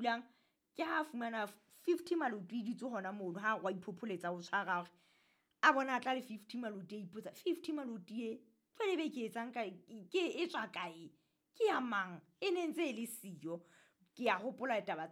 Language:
Southern Sotho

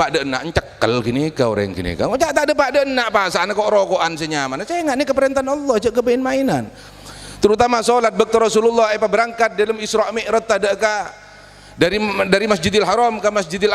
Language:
Madurese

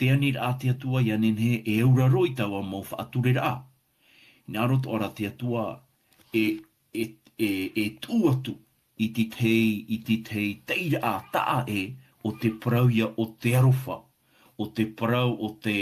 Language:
Tahitian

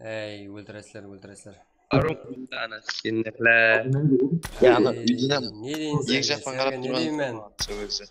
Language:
Kara-Kalpak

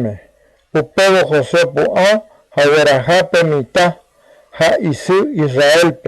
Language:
Guarani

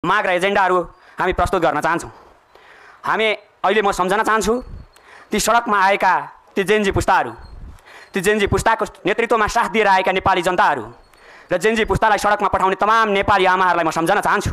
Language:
Nepali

